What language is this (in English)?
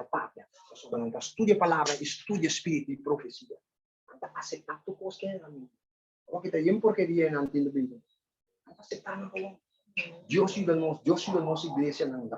Papiamento